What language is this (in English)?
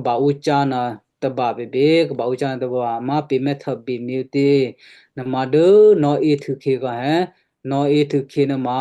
Western Kayah